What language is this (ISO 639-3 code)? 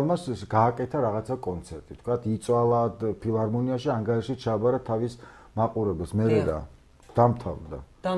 kat